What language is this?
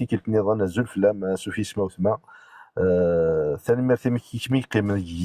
Kabyle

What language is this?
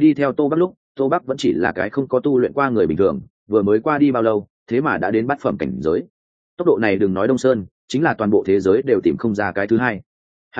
Vietnamese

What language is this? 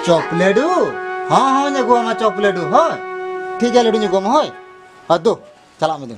Santali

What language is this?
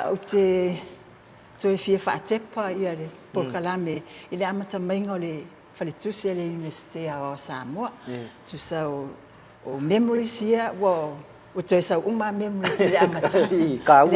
Samoan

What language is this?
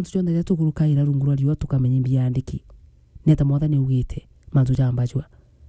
Meru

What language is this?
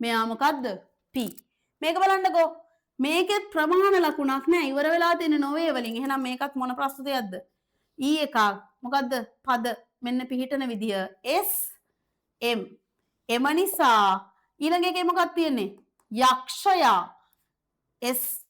Sinhala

